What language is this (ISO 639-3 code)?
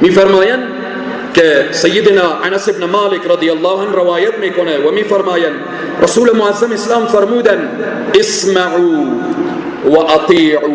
fas